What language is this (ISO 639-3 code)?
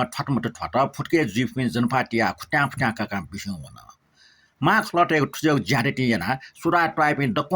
new